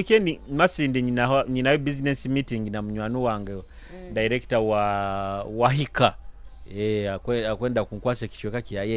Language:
Nyoro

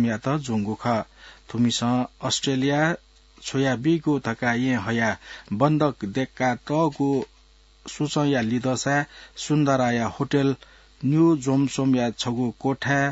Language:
Newari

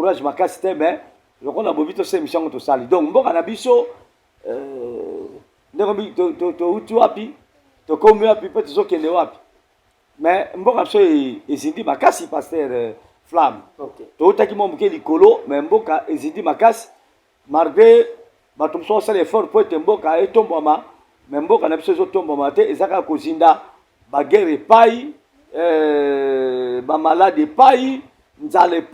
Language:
Lingala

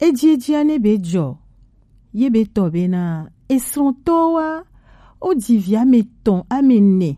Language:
Gen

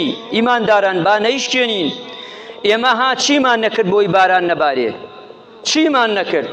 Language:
Central Kurdish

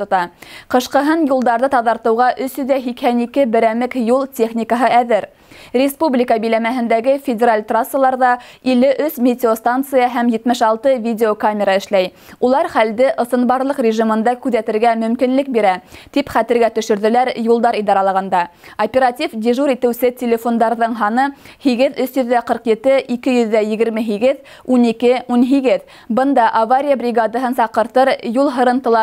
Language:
Bashkir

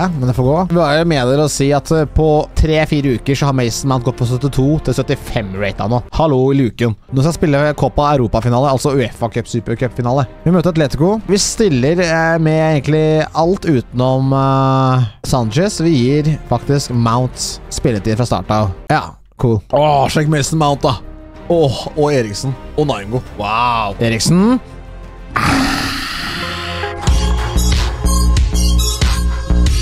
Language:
Norwegian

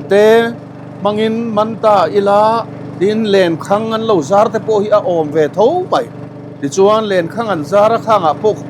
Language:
Mizo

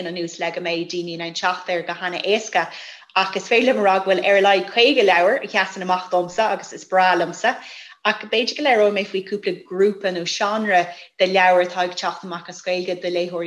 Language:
Irish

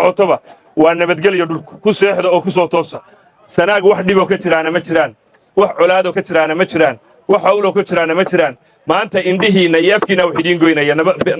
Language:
Somali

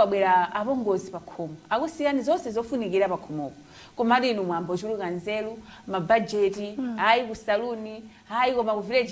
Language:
Nyanja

